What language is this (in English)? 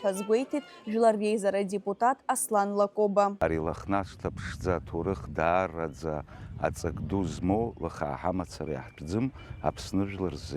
Abkhazian